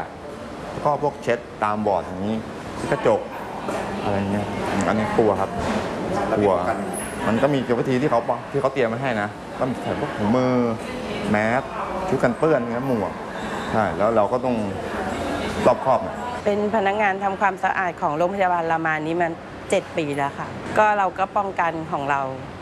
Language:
Thai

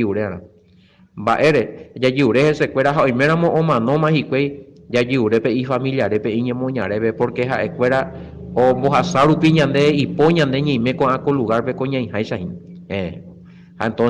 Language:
Guarani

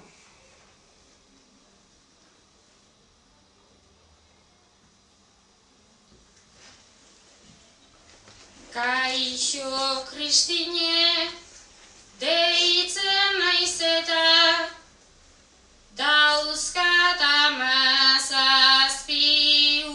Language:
Basque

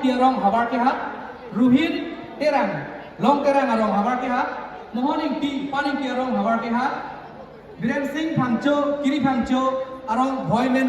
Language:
Karbi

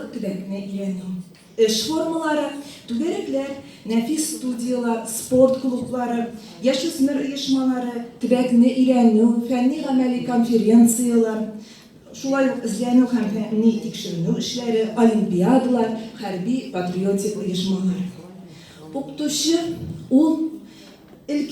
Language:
Tatar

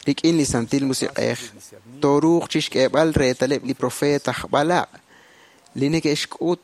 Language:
Kekchí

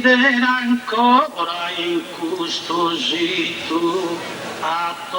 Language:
Sardinian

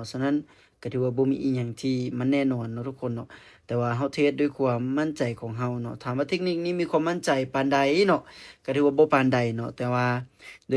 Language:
Lao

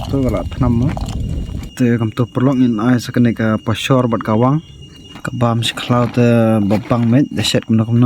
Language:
Khasi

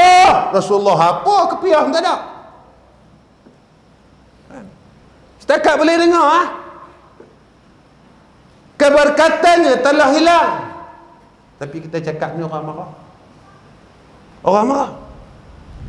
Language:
Malay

